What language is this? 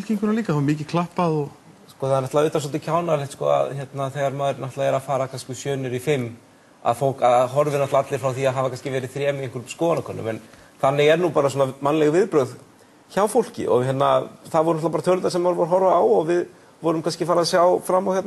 Icelandic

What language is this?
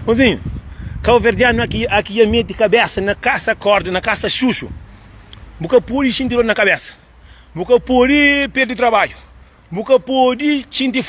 Kabuverdianu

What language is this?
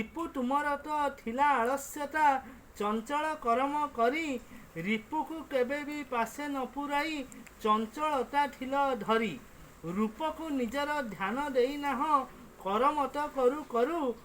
Odia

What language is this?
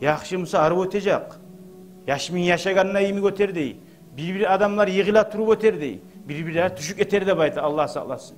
Kumyk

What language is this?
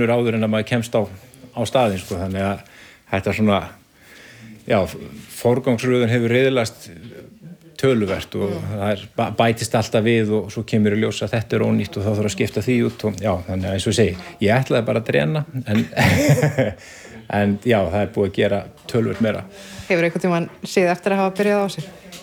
Icelandic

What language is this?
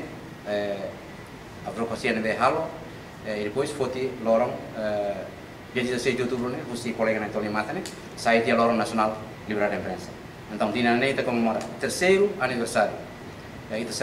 Tetum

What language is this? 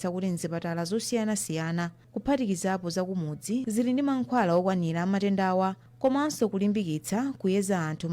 Nyanja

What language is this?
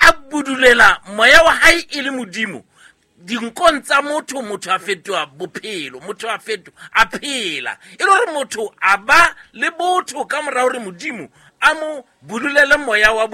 Southern Sotho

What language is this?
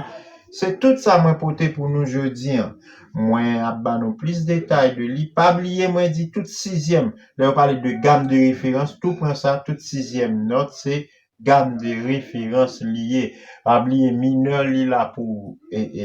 Haitian Creole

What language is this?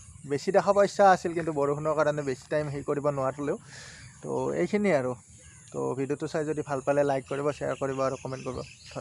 Assamese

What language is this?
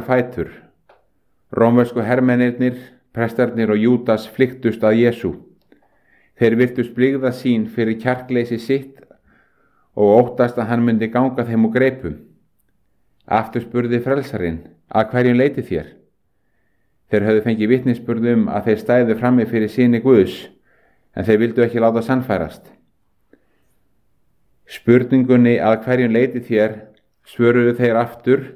Icelandic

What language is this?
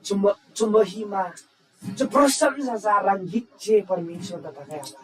Eastern Tamang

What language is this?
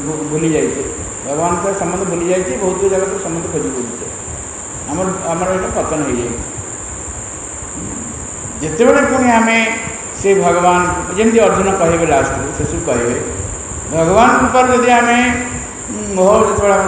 Odia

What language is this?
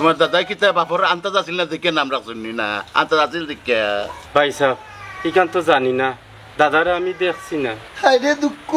Sylheti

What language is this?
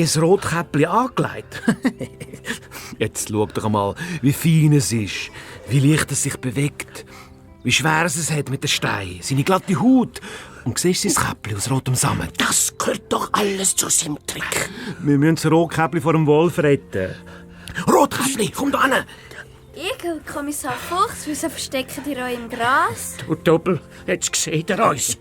Swiss German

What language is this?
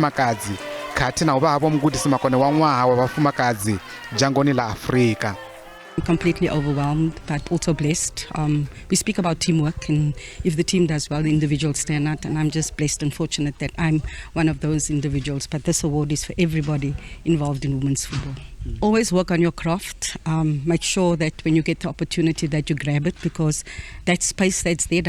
Venda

